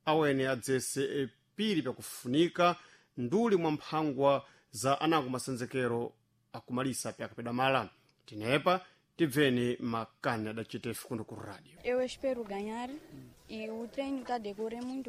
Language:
Sena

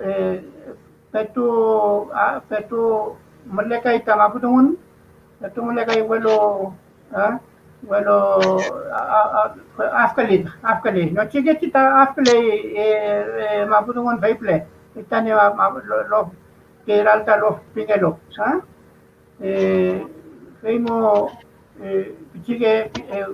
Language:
Mapuche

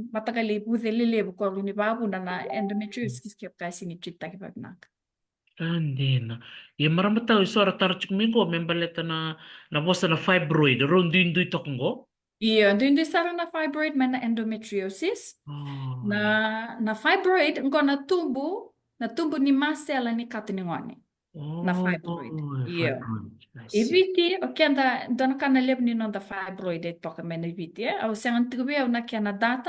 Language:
Fijian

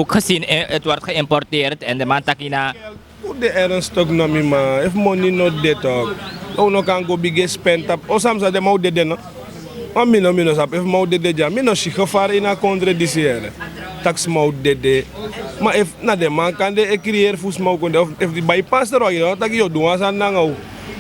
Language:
Sranan Tongo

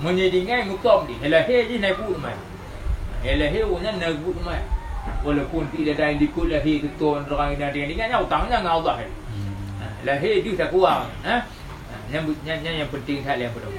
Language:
Achinese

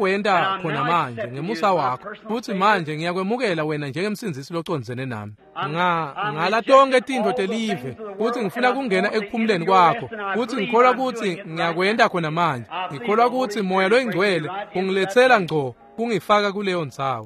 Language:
Swati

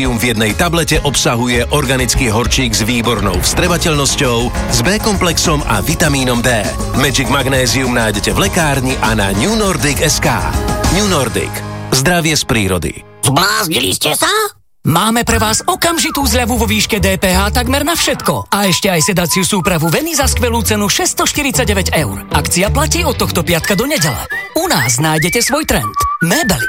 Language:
Slovak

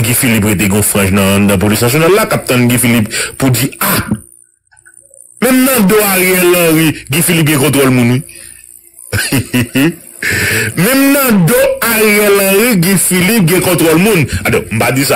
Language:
Haitian Creole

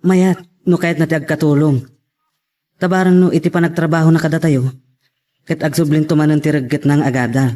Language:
Iloko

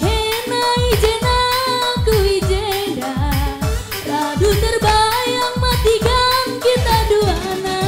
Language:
Batak Karo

